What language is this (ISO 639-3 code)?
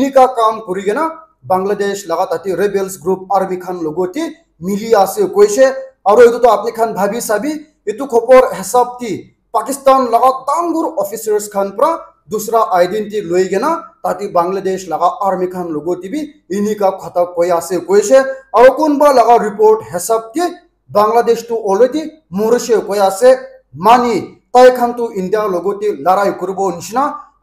nag